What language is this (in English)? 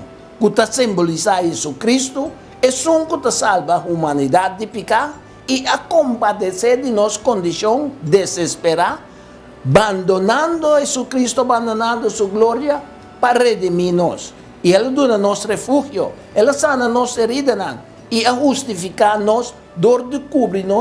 Papiamento